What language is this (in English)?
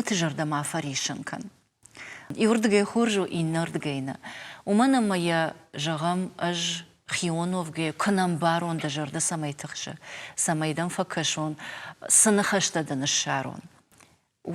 Ossetic